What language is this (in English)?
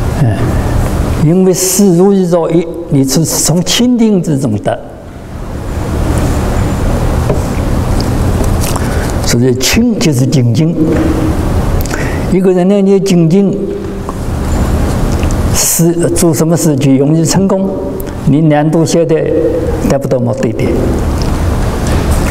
Chinese